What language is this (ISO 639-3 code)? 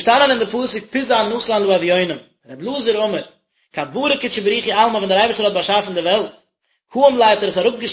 yid